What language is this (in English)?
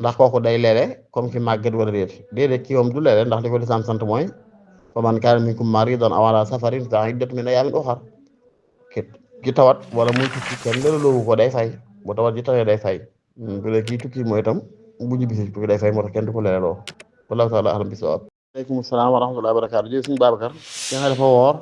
Wolof